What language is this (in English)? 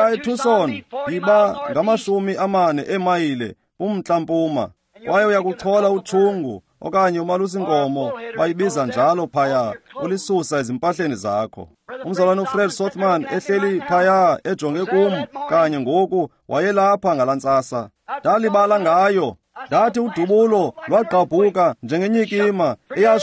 Xhosa